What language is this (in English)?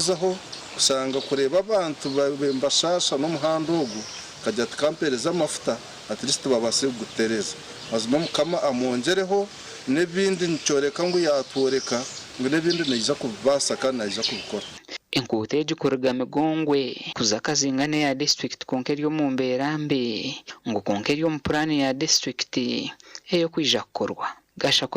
Nyankole